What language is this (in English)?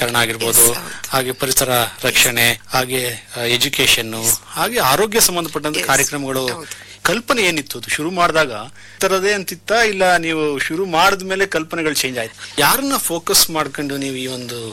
Kannada